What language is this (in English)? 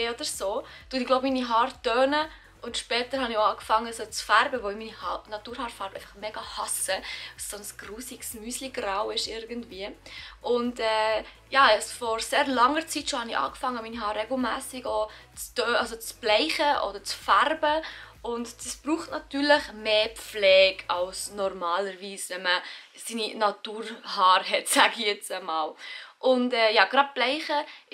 Swiss German